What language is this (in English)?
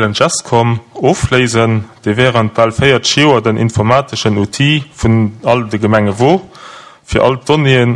Luxembourgish